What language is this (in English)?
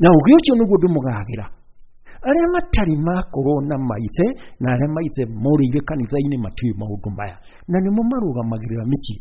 Kikuyu